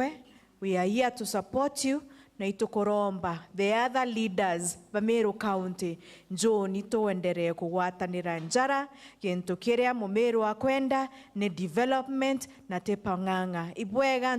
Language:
Meru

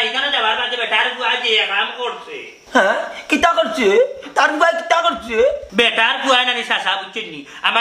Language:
Sylheti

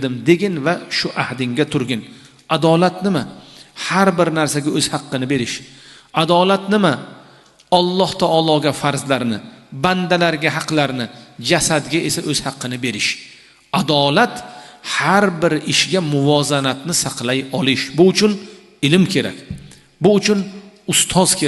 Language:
Uzbek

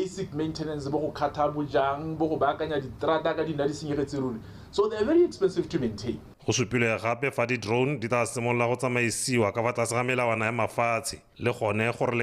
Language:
Tswana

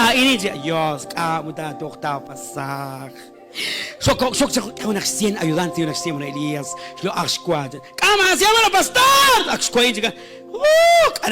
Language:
Kekchí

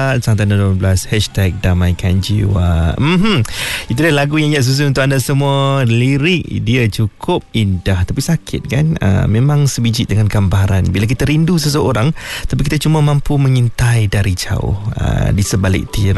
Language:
Malay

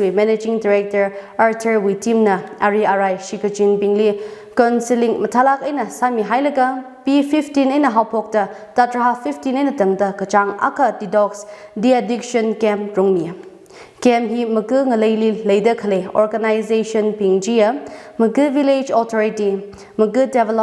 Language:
Tangkhul Naga (India)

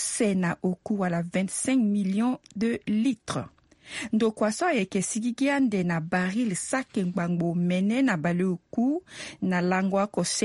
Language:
Sango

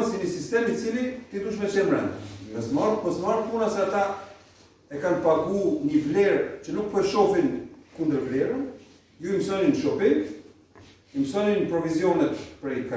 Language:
Albanian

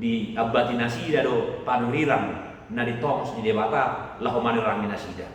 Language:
Batak Toba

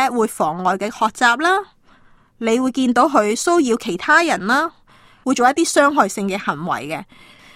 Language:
Cantonese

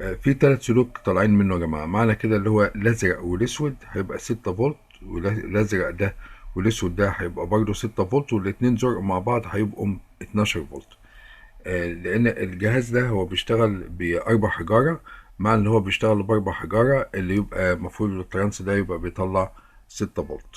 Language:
Egyptian Arabic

